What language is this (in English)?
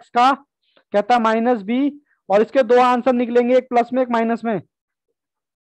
Hindi